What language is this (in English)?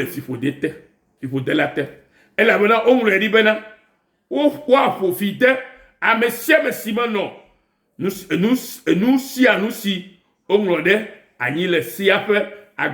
Ewe